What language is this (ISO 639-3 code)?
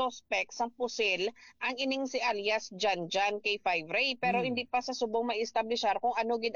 hil